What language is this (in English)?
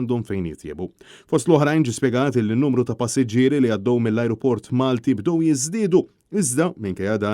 Maltese